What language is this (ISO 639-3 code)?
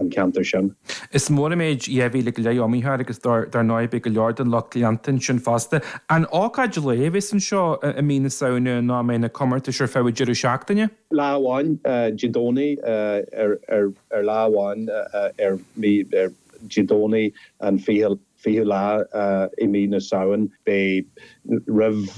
gle